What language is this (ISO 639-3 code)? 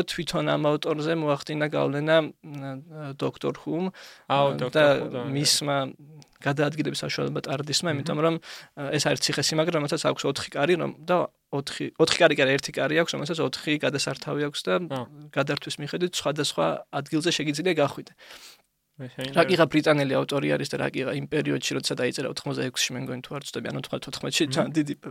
kat